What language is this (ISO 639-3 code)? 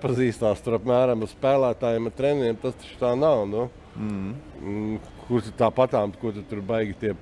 lav